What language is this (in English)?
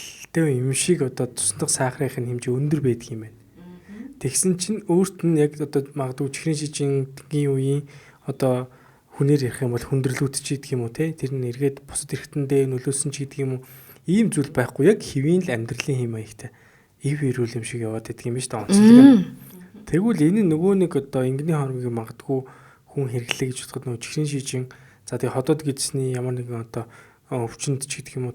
Mongolian